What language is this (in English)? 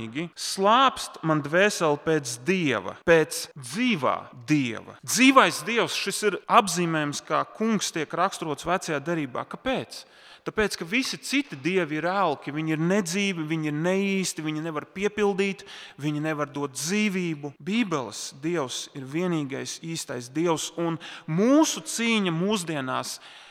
Latvian